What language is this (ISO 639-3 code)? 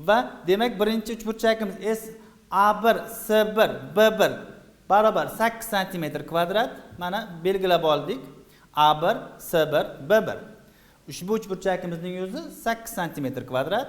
uzb